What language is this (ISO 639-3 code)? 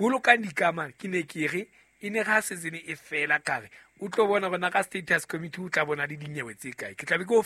sot